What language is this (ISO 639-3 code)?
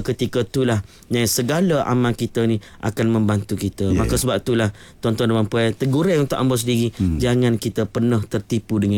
msa